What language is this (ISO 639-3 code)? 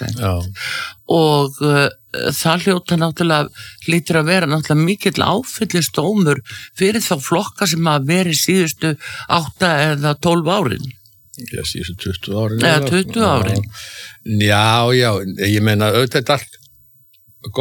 isl